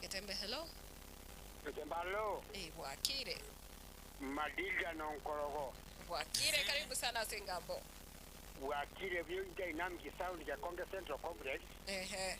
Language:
Gusii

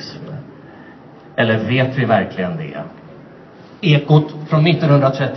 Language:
Swedish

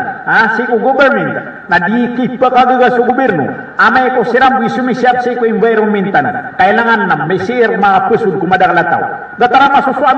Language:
Maranao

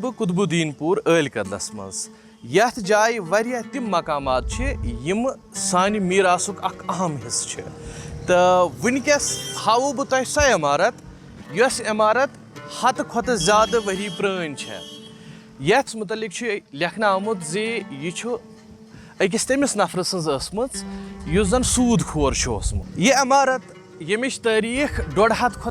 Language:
Kashmiri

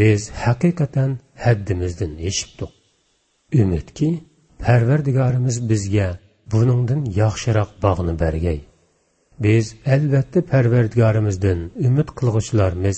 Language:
Uyghur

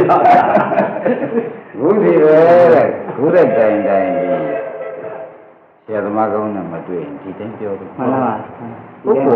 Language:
Burmese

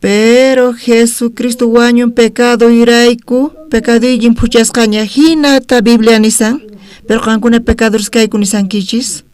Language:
South Bolivian Quechua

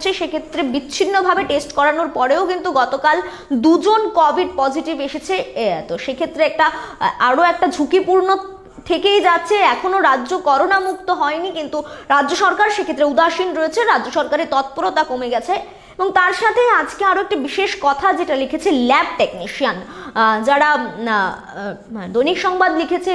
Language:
Bangla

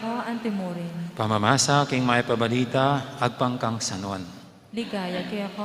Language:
Pampanga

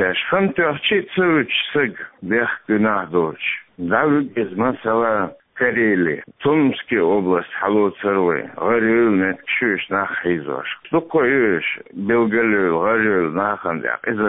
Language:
Chechen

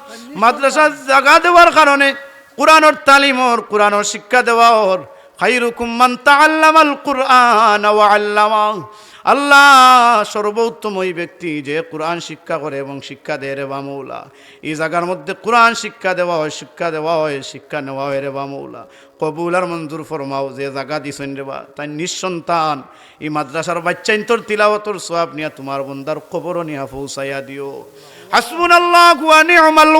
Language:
Sylheti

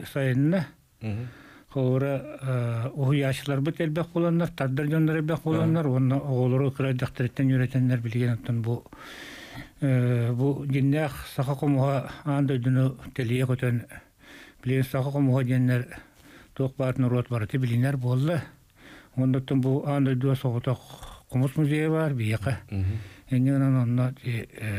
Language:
Yakut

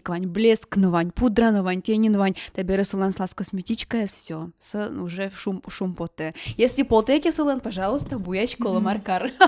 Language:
Udmurt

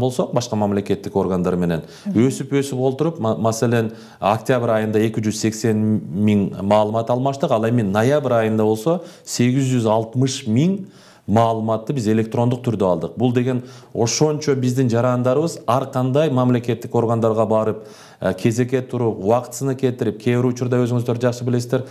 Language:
Kyrgyz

